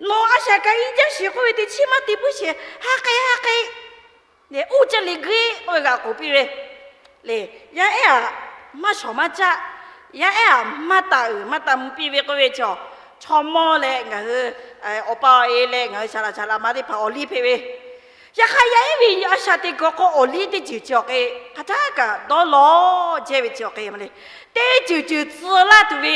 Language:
Lahu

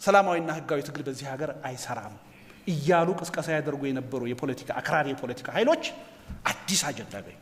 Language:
Amharic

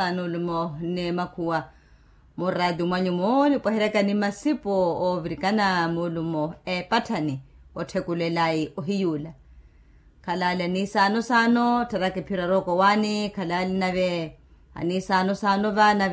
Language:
Makhuwa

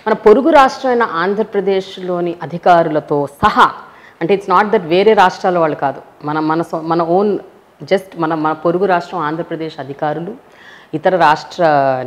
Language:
Telugu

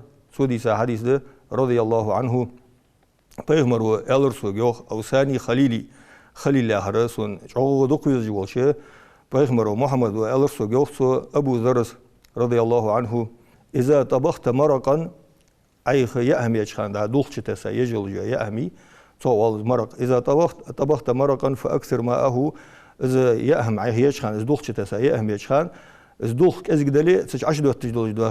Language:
Ingush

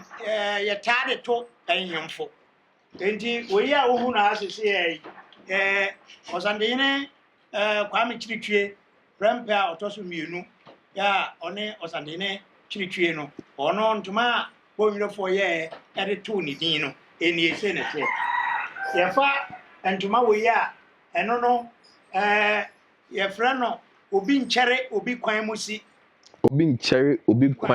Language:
Akan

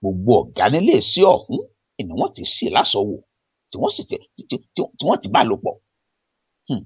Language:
Yoruba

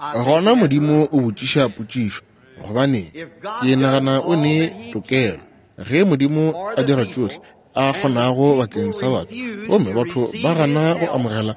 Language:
Northern Sotho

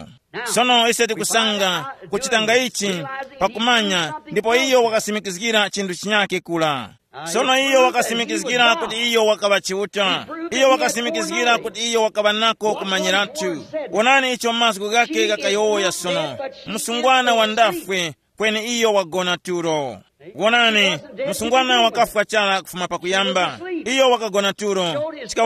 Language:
Tumbuka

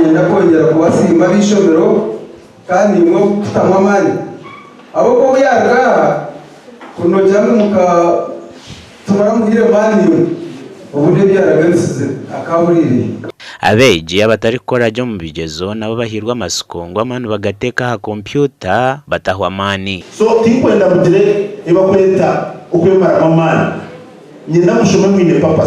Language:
Nyankole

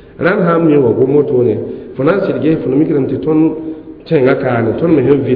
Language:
Mossi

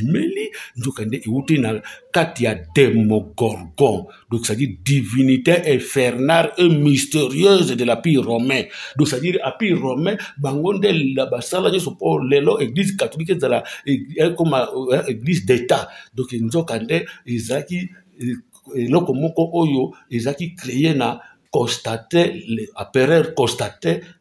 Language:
Lingala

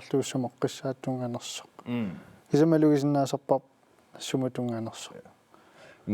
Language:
Kalaallisut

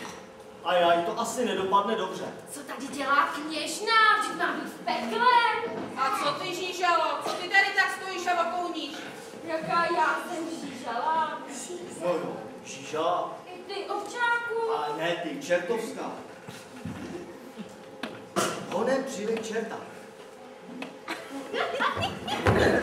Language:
Czech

